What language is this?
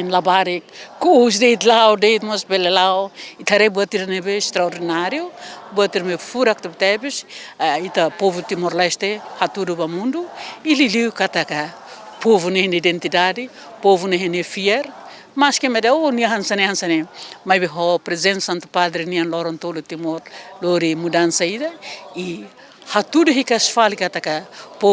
Tetum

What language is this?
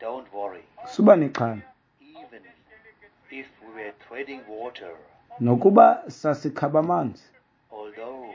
Xhosa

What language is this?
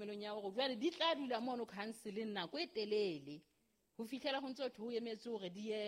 Southern Sotho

